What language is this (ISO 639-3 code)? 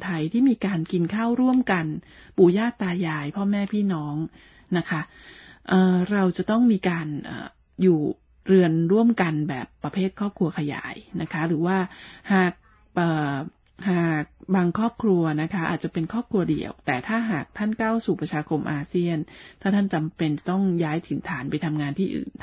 tha